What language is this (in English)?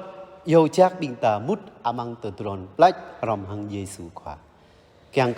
Jarai